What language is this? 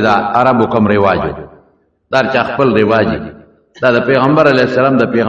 Pashto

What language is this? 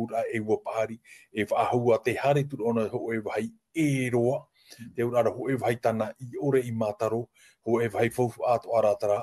Tahitian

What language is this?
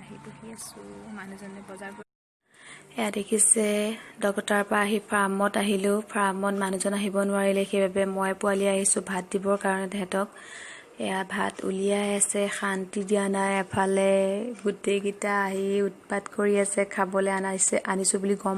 Assamese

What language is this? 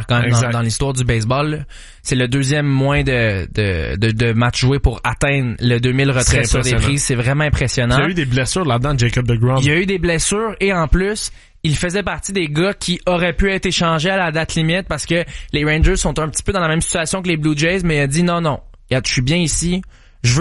French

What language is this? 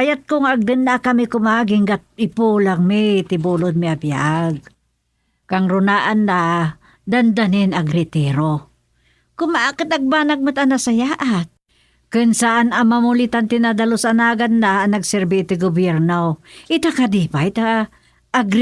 Iloko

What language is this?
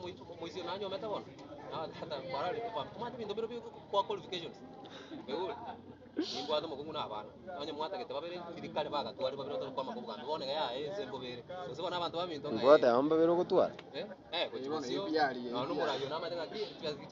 Gusii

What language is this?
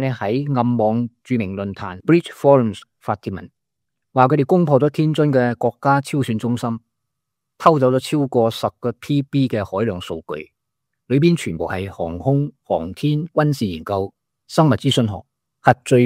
Cantonese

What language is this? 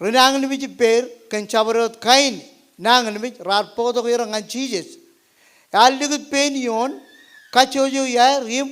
Marshallese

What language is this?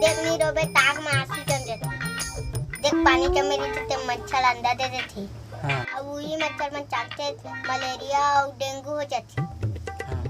Chhattisgarhi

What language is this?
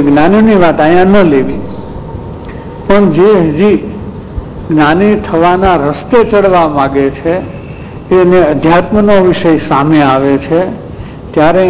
Gujarati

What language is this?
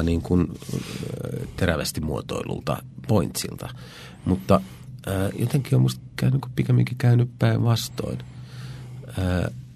Finnish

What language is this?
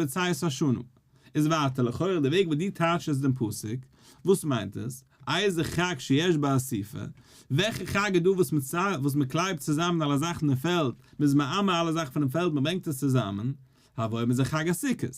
Yiddish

